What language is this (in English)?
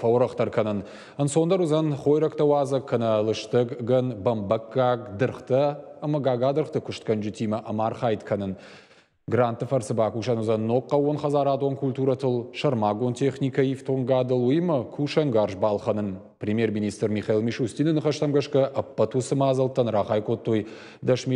Ossetic